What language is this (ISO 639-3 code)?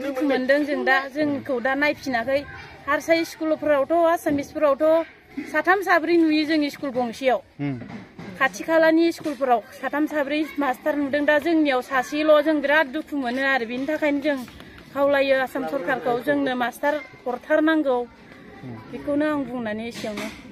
brx